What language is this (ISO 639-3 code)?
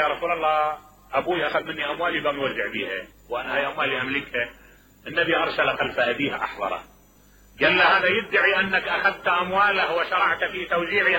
acm